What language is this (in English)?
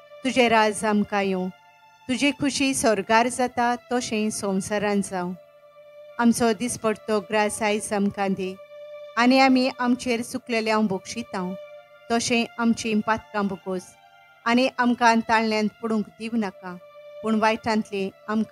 Konkani